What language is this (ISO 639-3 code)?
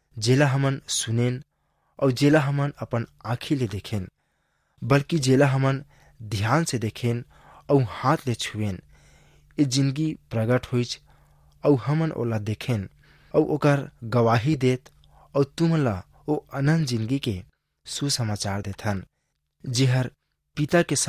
hne